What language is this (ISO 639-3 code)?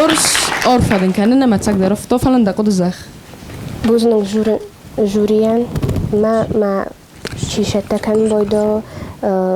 oss